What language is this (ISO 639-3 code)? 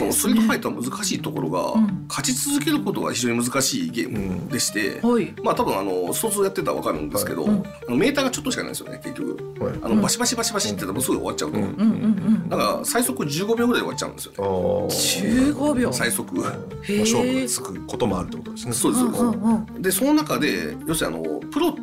jpn